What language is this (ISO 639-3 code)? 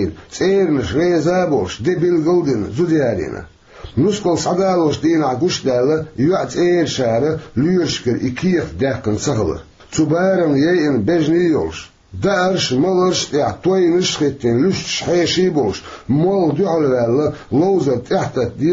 che